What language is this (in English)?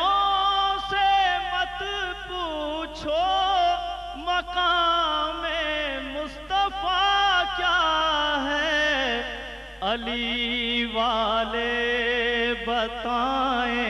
Urdu